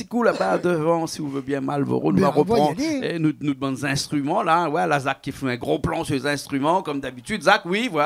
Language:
Réunion Creole French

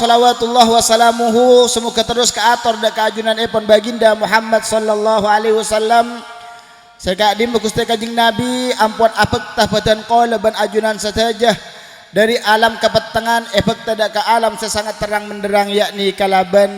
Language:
Madurese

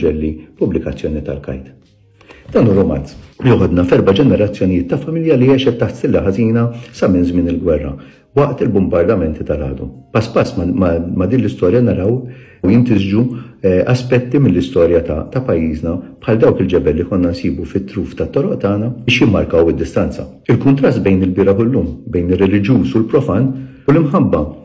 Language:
Maltese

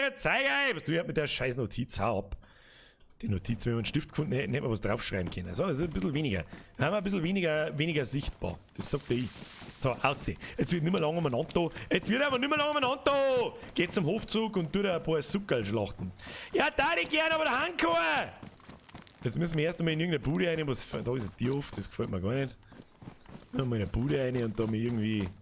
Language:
Bavarian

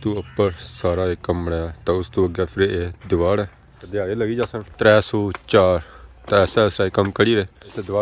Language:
Pahari-Potwari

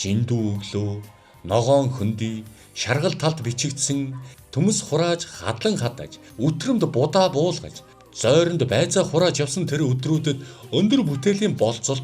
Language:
Mongolian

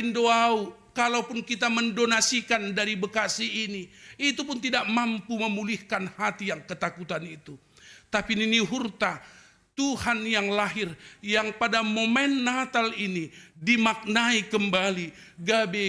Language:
Batak Simalungun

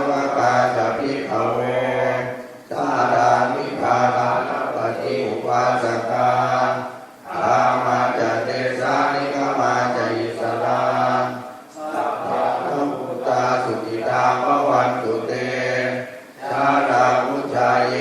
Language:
Pali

